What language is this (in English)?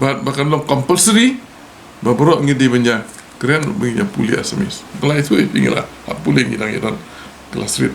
Khasi